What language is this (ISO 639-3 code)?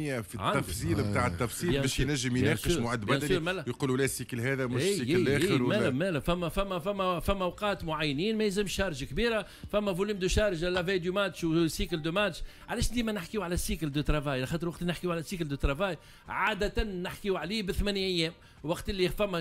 aeb